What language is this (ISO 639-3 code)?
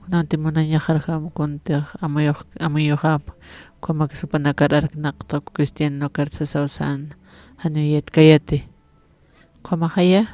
aym